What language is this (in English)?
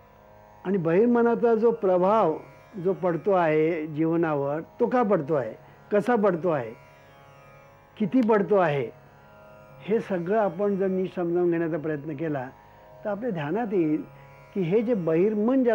Marathi